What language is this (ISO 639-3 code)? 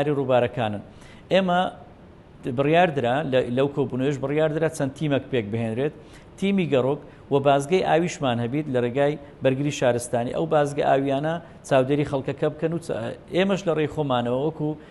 ckb